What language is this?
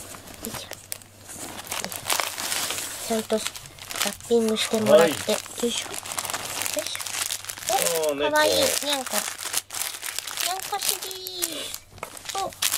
Japanese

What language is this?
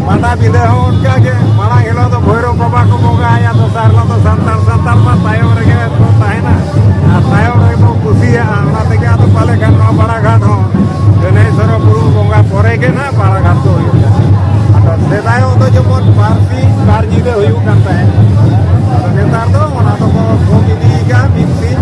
Santali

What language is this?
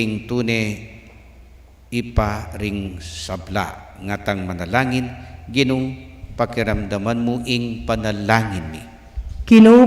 Pampanga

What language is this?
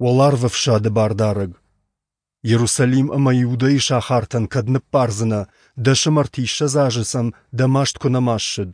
Ossetic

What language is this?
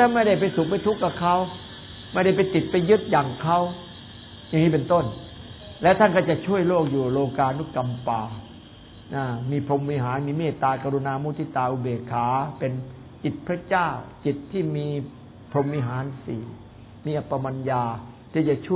Thai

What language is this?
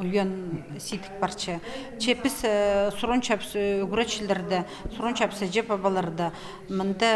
Khakas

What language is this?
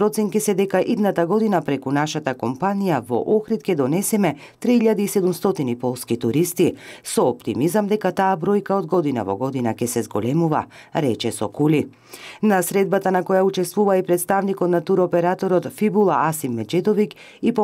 Macedonian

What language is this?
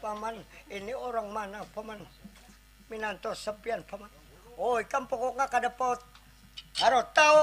Banjar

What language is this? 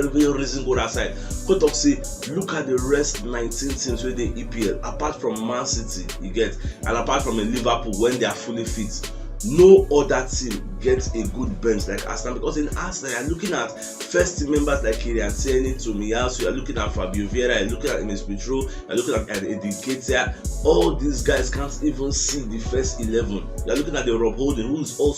Nigerian Pidgin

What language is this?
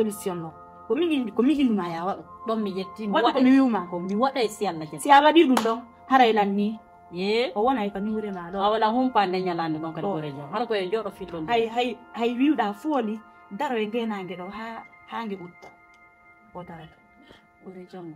Fula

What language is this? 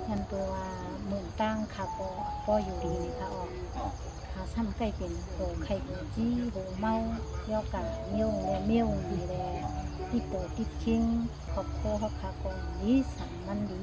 Shan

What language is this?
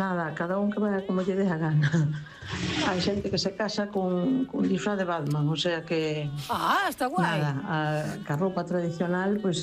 Galician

